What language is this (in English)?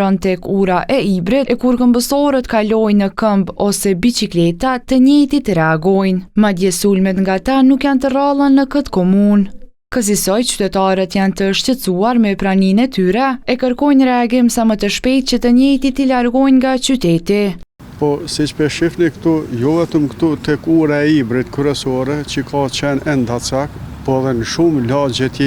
Albanian